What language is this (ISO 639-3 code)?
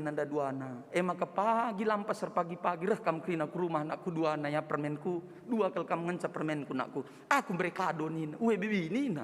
btx